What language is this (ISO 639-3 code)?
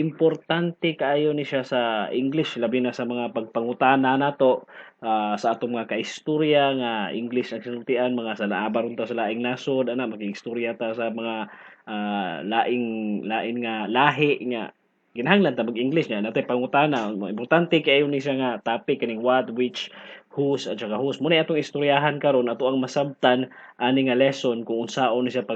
ceb